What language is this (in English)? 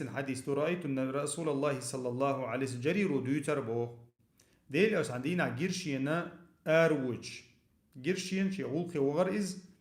Chechen